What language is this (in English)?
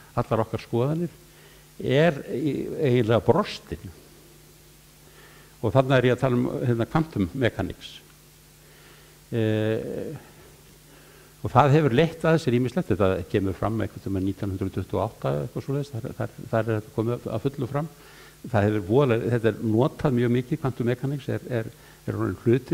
Icelandic